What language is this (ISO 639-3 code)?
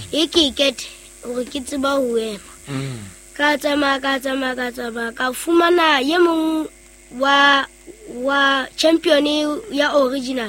sot